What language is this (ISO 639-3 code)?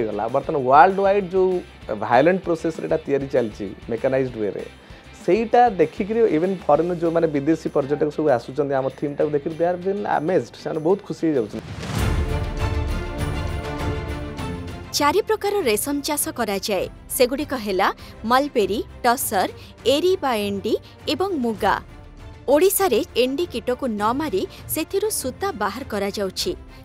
ori